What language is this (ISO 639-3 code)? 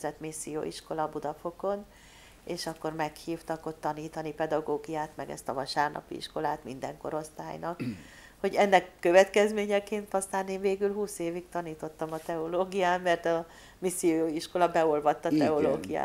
hun